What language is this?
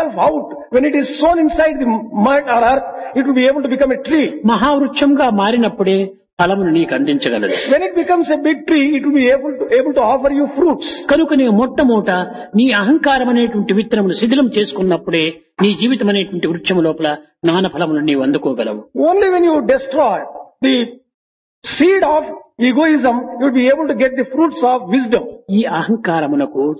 Telugu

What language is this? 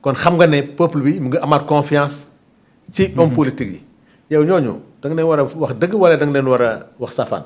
Wolof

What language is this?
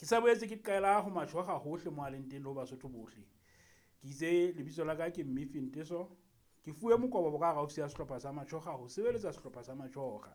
Southern Sotho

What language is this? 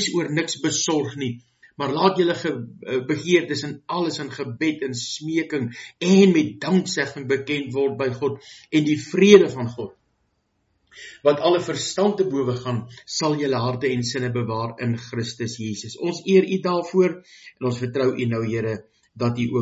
Afrikaans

